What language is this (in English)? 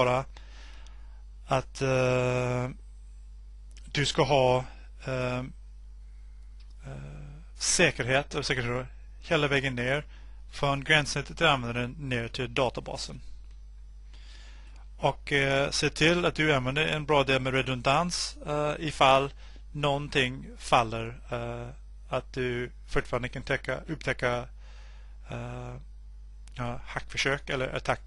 Swedish